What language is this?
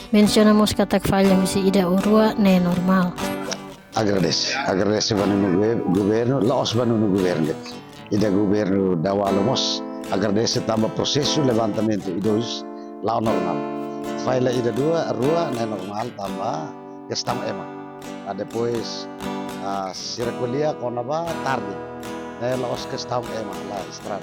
Tetum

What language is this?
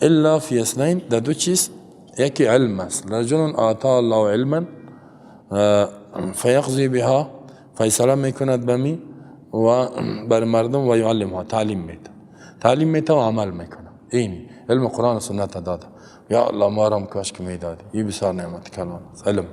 Persian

